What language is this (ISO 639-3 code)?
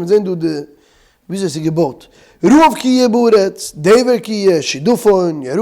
yid